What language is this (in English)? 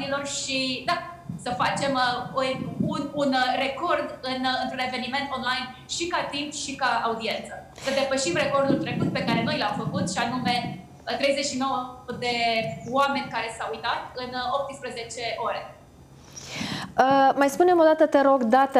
Romanian